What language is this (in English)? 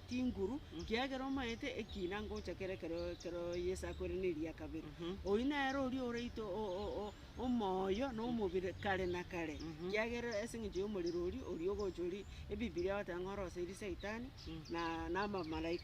Gusii